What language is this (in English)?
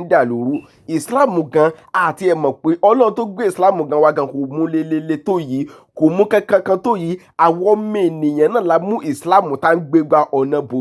Yoruba